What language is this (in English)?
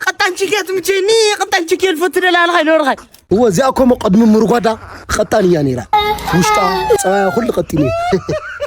Tigrinya